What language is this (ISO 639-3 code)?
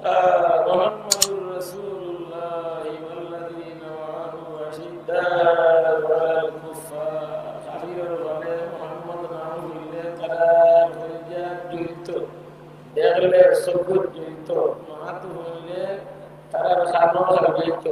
syl